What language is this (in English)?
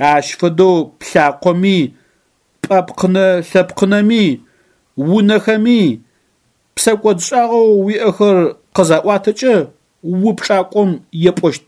Adyghe